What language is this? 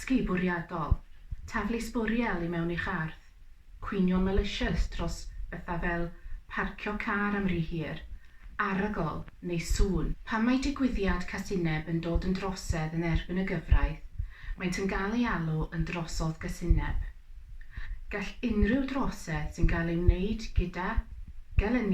Welsh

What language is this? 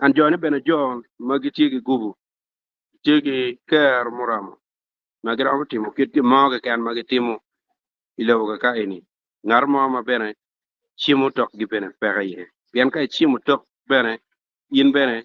Acoli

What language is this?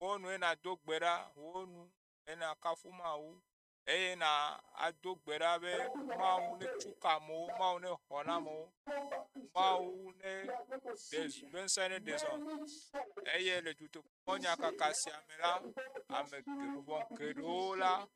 Ewe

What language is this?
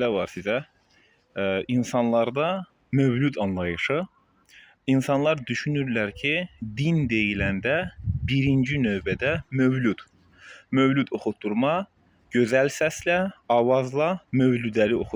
Azerbaijani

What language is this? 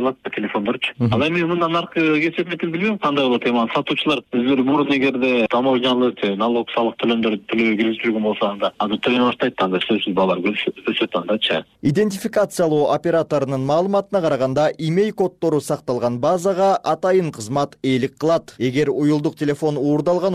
Kyrgyz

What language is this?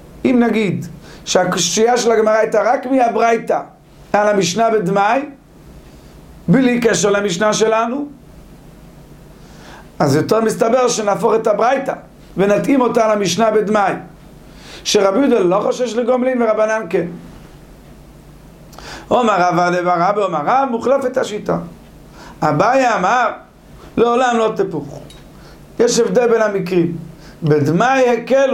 Hebrew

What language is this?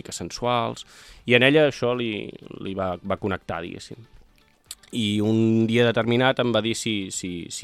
Catalan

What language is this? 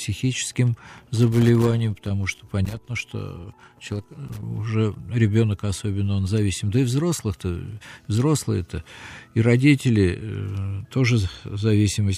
Russian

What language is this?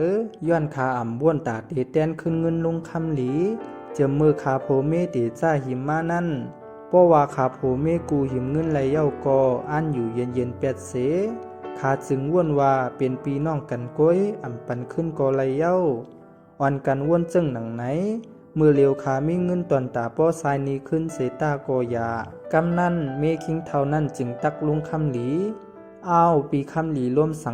Shan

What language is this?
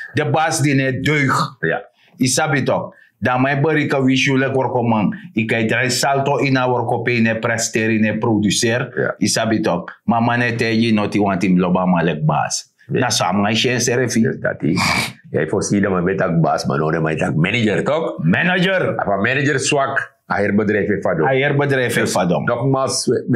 Sranan Tongo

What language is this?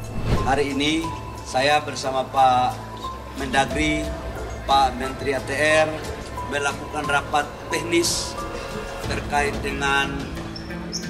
Indonesian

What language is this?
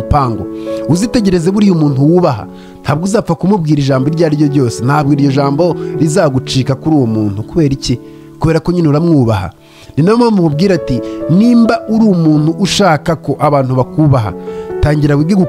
Kinyarwanda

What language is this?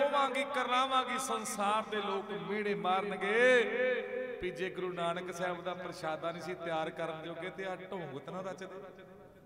Punjabi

